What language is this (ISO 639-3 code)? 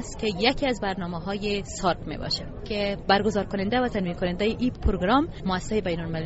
fas